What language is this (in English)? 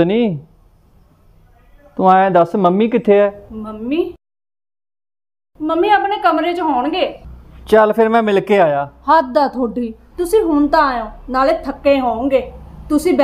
Punjabi